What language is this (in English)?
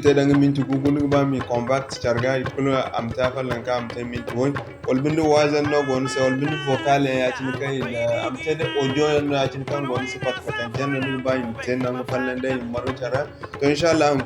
Zarma